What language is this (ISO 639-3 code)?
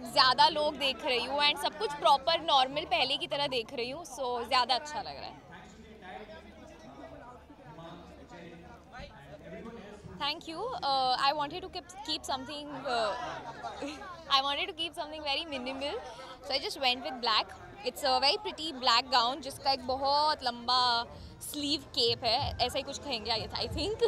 hin